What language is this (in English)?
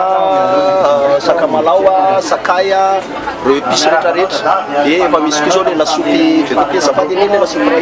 Malagasy